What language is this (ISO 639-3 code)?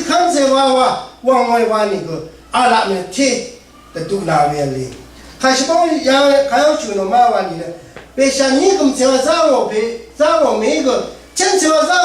raw